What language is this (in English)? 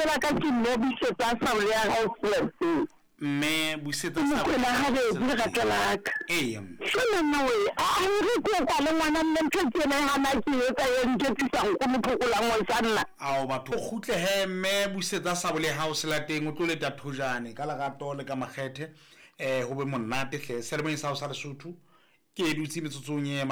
Southern Sotho